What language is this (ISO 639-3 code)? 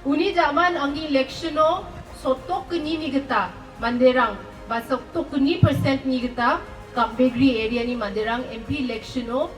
grt